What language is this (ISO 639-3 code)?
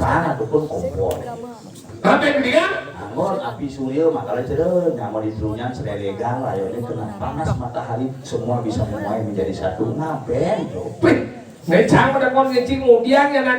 ban